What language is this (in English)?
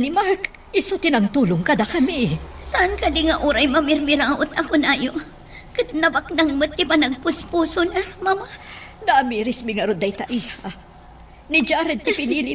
Iloko